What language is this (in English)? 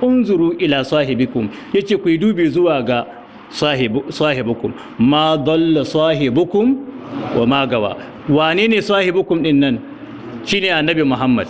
Hausa